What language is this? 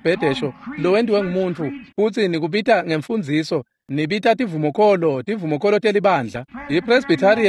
Swati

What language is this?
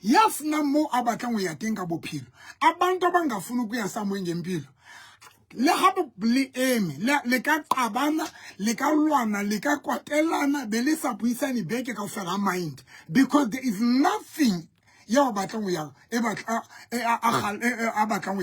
Southern Sotho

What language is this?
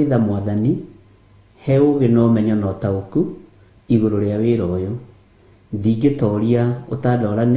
Kikuyu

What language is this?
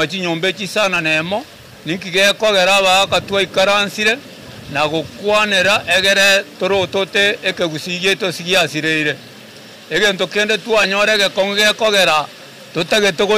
Gusii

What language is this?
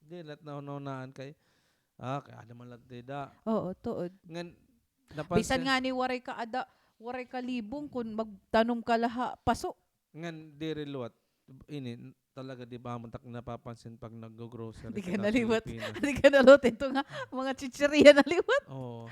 Waray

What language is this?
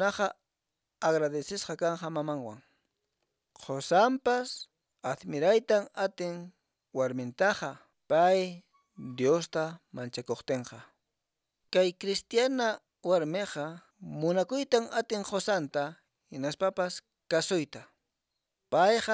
Quechua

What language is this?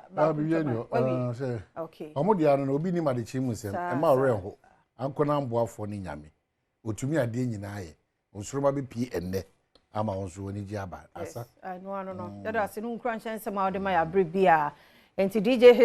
Akan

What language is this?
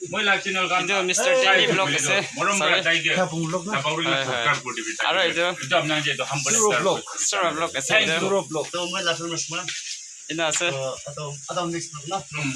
Naga Pidgin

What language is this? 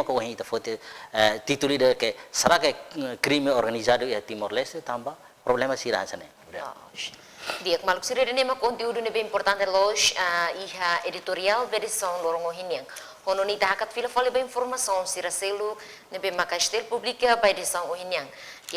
Tetum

